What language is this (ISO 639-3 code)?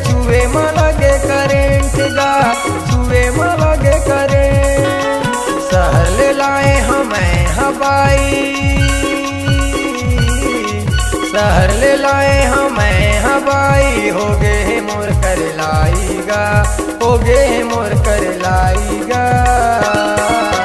hne